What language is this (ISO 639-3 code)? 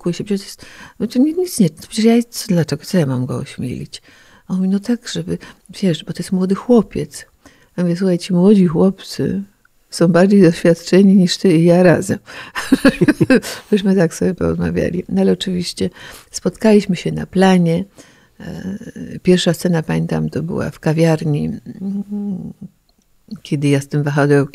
pol